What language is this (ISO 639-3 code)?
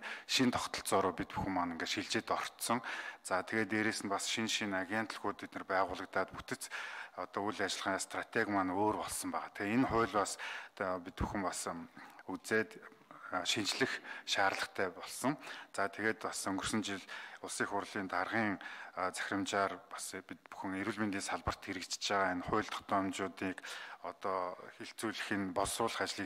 mon